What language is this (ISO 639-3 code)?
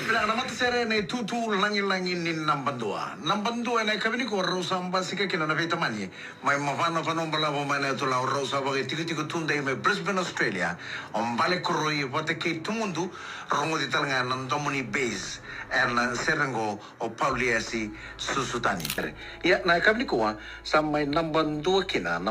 fij